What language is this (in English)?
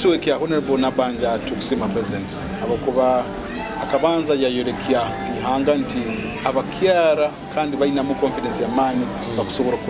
Nyoro